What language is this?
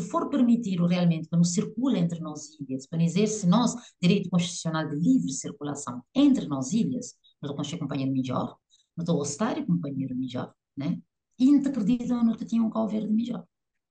Kabuverdianu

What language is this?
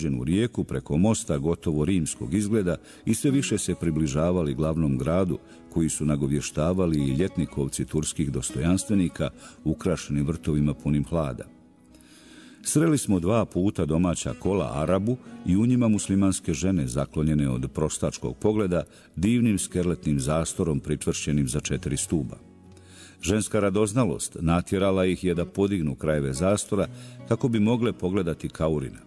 Bosnian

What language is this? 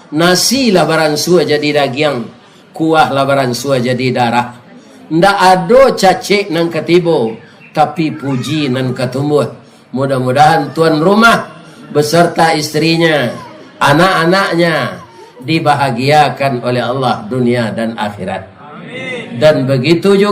Minangkabau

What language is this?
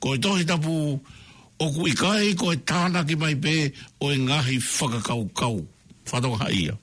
Tongan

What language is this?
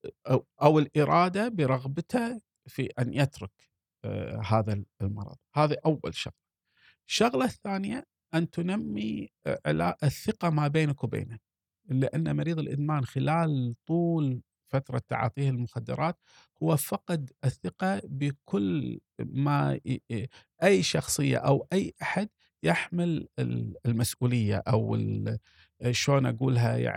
Gulf Arabic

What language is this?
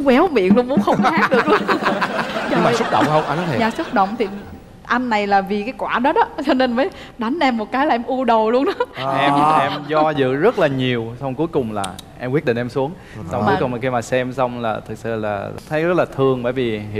Vietnamese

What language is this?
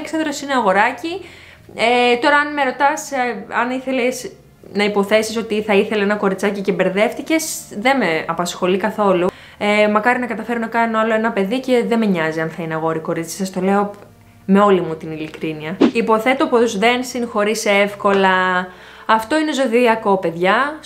Greek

